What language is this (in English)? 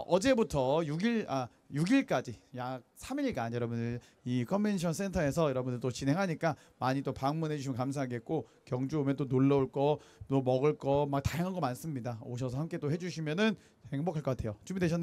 Korean